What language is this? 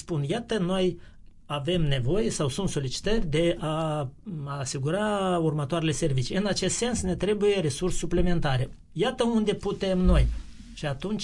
Romanian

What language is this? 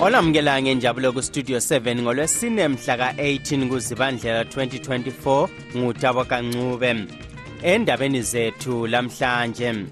North Ndebele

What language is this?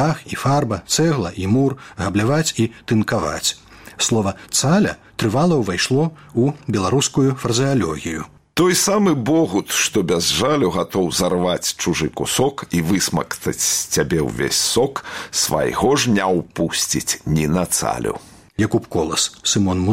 Belarusian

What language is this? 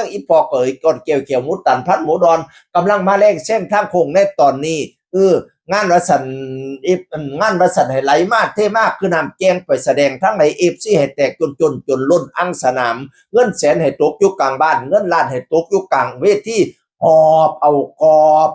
Northeastern Thai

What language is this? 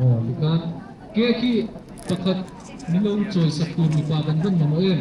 Mizo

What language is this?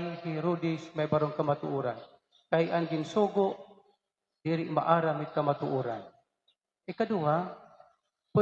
Waray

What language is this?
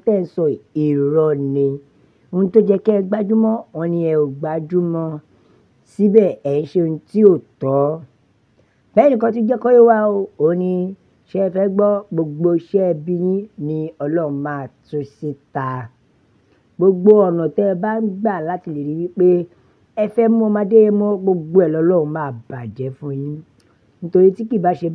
Yoruba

